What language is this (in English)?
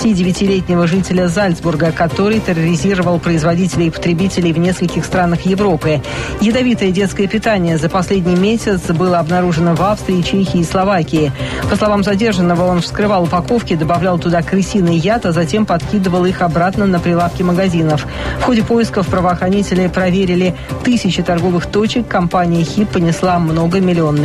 Russian